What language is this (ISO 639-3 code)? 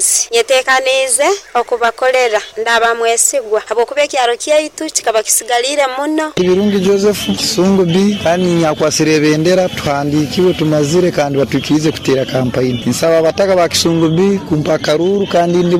nyn